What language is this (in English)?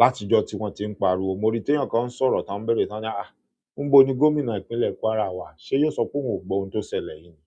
Yoruba